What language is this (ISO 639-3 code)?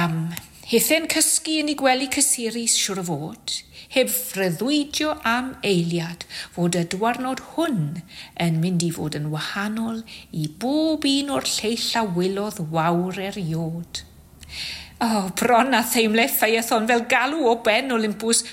cym